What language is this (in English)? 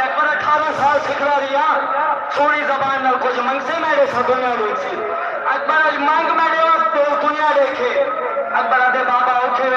Saraiki